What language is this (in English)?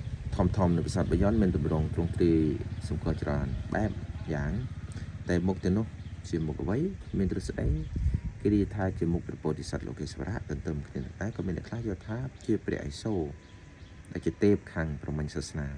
Khmer